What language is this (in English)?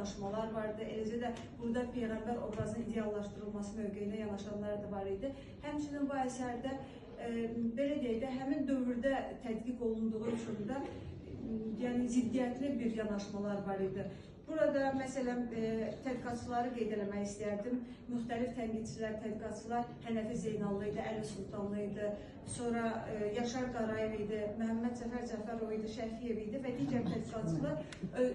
Azerbaijani